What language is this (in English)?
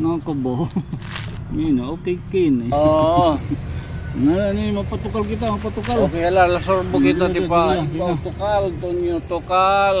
Waray